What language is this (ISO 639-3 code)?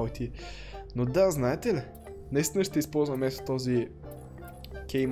bul